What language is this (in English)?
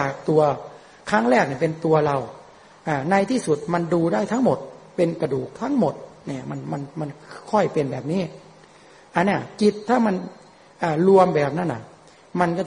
Thai